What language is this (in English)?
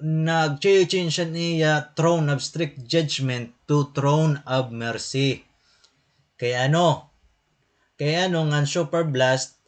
Waray